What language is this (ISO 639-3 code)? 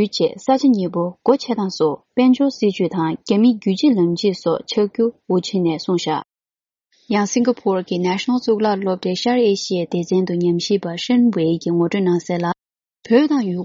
bod